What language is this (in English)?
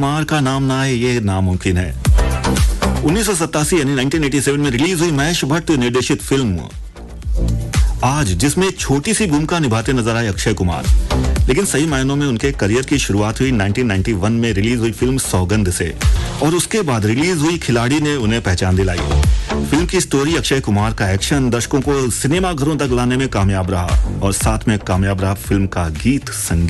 Hindi